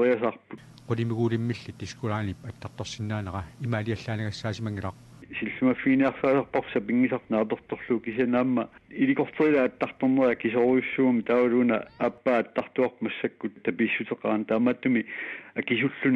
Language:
Kalaallisut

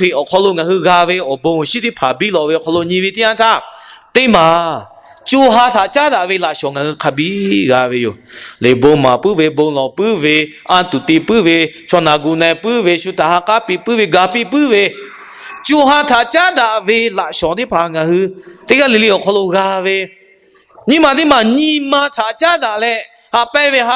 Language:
Lahu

